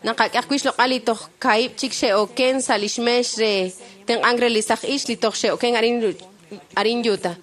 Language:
Kekchí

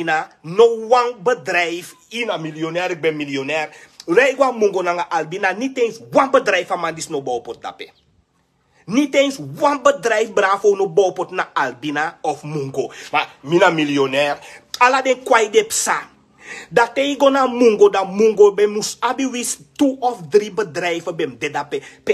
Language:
Sranan Tongo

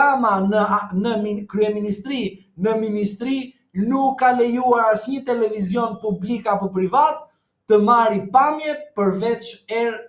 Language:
Albanian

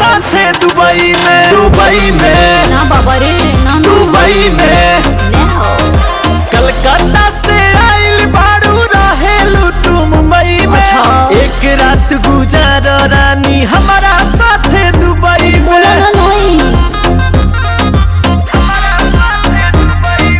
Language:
Bhojpuri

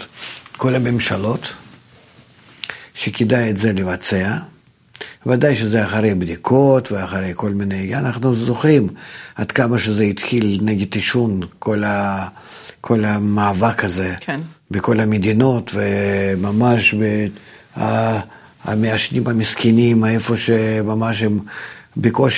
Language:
Hebrew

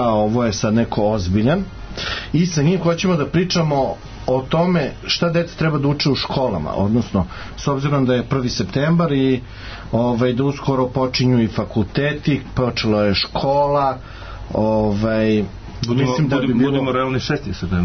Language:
Serbian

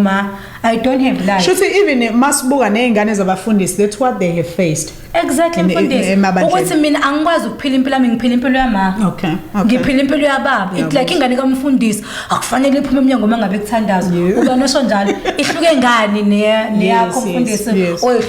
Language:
Zulu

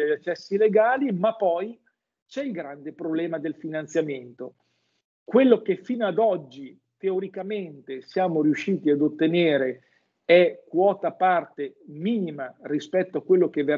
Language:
Italian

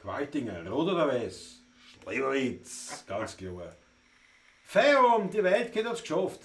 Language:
Bavarian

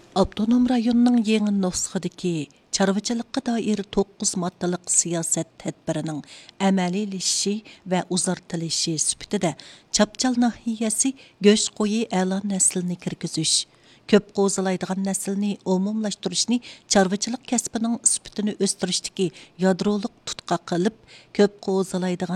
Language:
Uyghur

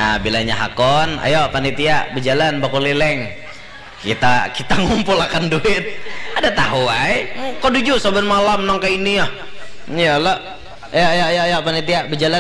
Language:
Banjar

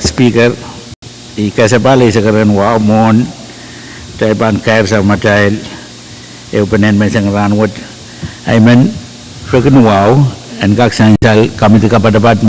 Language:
Pohnpeian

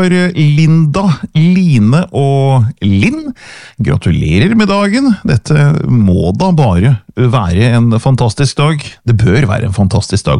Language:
Norwegian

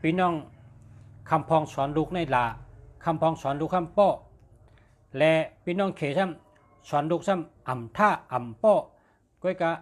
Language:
Shan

